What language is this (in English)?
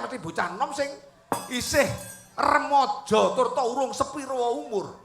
Javanese